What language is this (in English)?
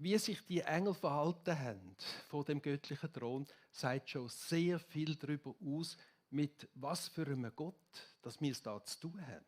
Swiss German